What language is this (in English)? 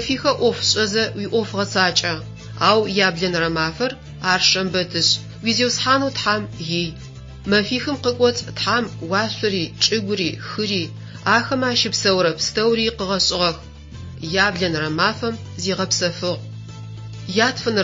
Adyghe